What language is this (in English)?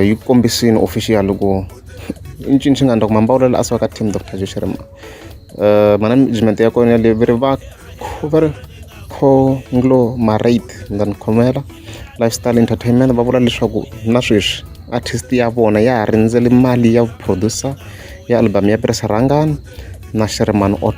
Tsonga